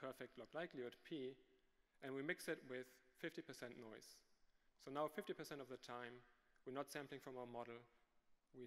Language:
English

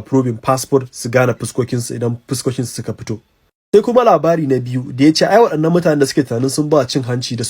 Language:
Hausa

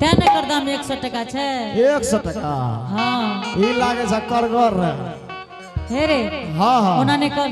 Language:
Angika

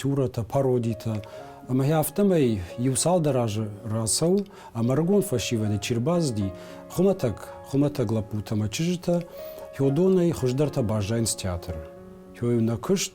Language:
Ossetic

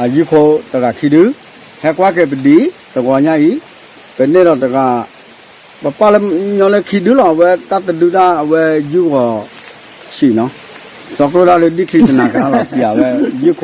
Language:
S'gaw Karen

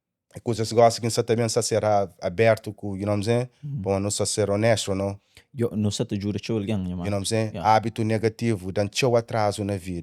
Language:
Kabuverdianu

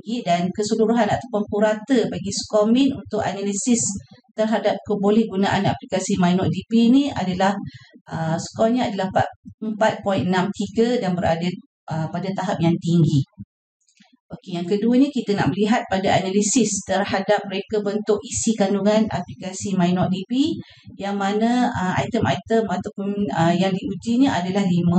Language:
Malay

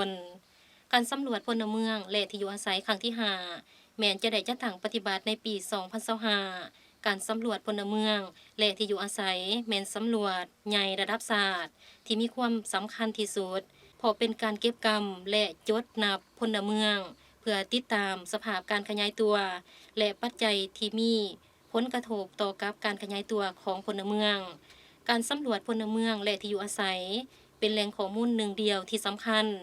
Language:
Lao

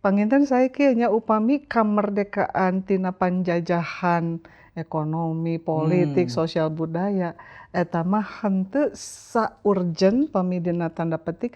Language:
Sundanese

